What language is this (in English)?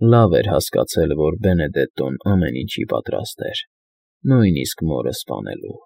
Armenian